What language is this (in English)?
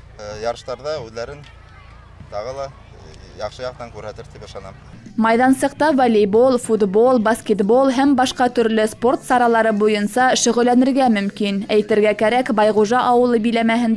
Bashkir